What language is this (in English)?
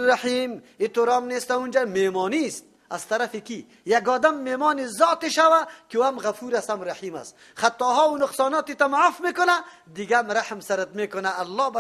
Persian